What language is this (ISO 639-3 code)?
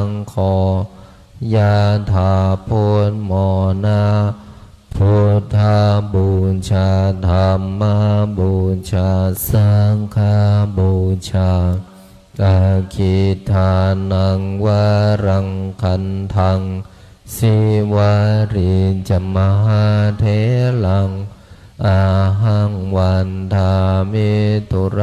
pli